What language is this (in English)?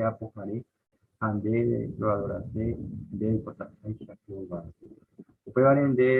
Guarani